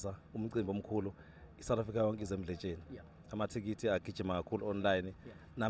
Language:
Zulu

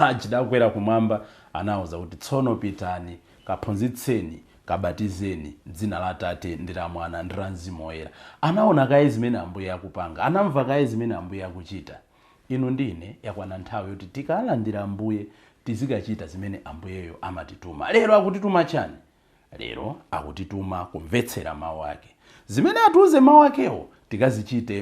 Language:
Nyanja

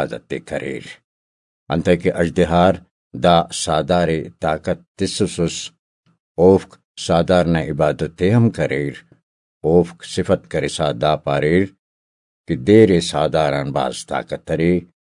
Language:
Brahui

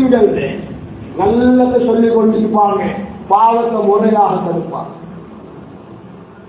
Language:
Tamil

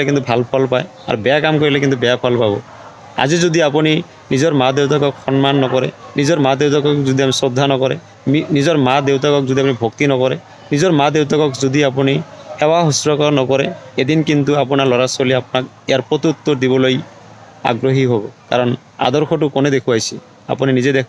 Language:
Assamese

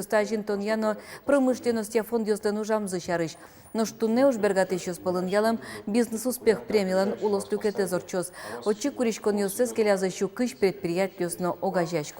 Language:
Udmurt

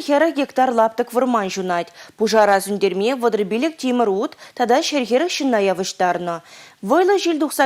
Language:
Chuvash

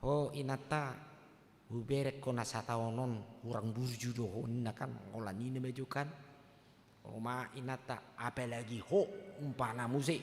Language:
Batak Toba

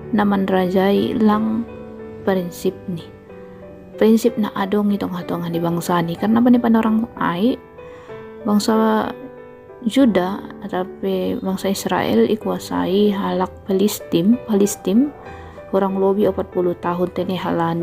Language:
Batak Simalungun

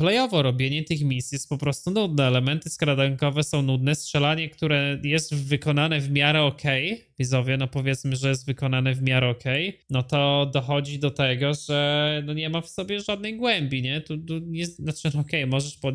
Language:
Polish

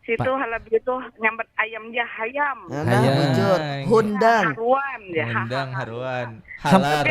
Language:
Banjar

